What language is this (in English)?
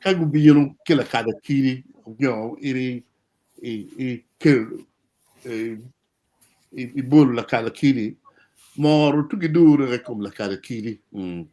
Acoli